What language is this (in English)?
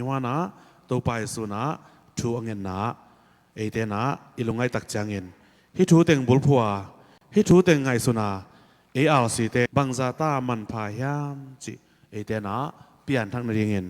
Tedim Chin